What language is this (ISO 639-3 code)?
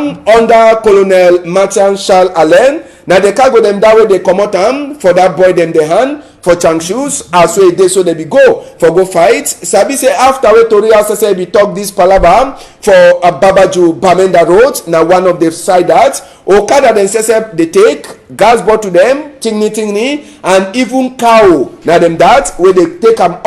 wes